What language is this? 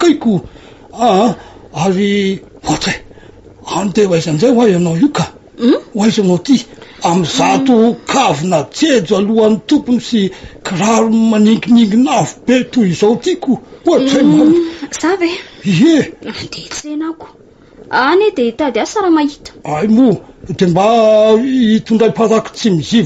Malagasy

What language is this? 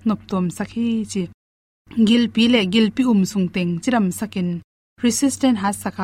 Tedim Chin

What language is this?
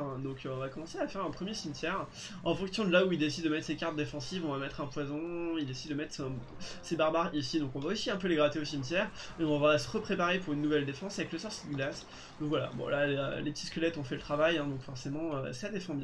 French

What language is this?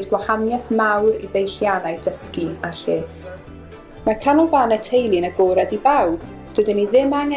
Welsh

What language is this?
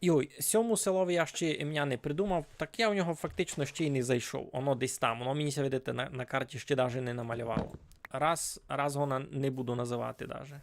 Rusyn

